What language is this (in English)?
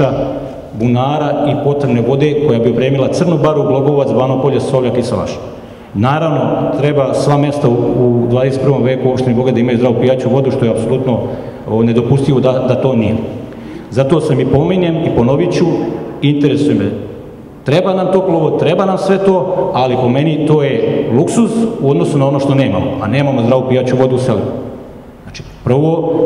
Serbian